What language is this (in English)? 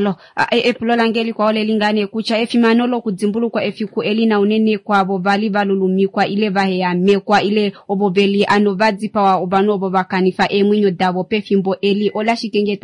Kuanyama